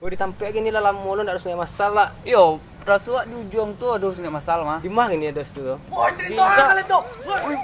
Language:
Minangkabau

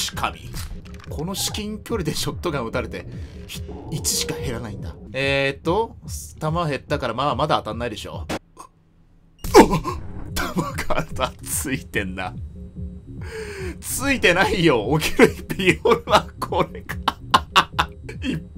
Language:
Japanese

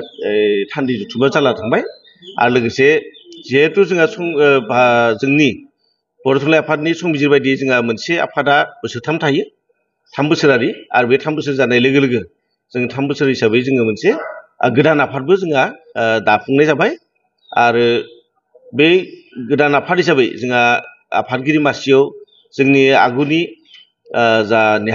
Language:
Bodo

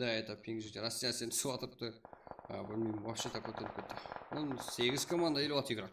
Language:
Kara-Kalpak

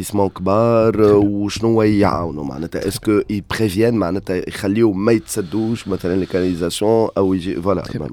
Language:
Tunisian Arabic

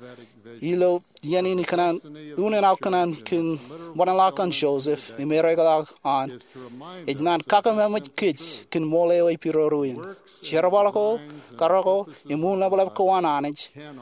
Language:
Marshallese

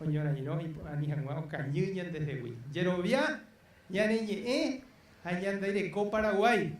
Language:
Guarani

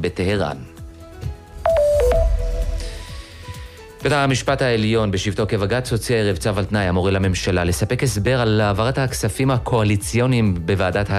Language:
Hebrew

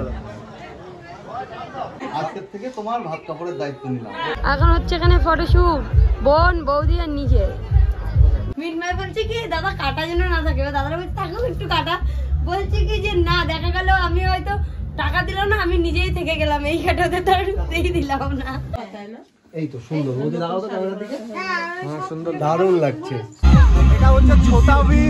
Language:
Bangla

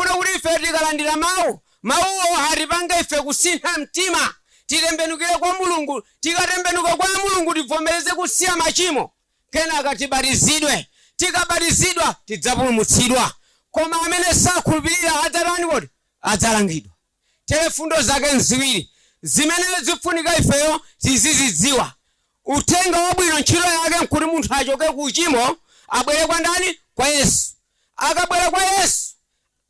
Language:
Nyanja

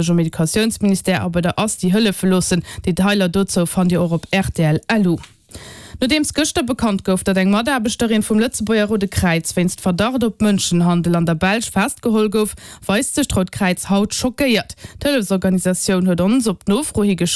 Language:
Luxembourgish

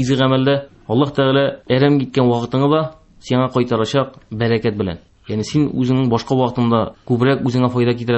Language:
Tatar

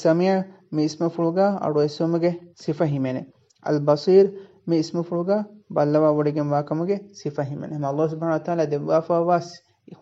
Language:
Divehi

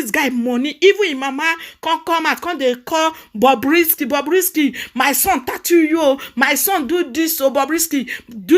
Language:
Nigerian Pidgin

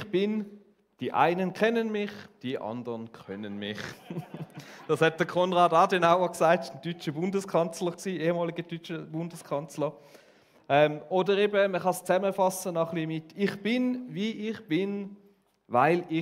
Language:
Swiss German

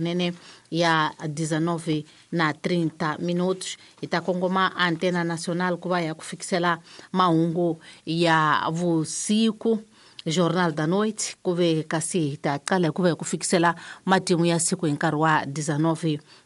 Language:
Tsonga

